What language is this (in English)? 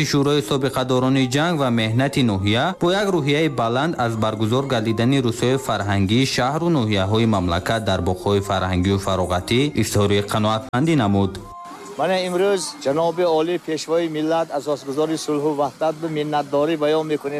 Tajik